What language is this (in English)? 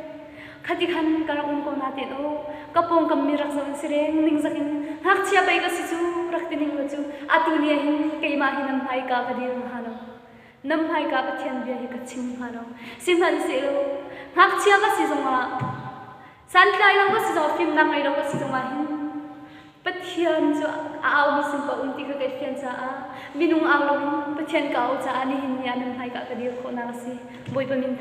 Hakha Chin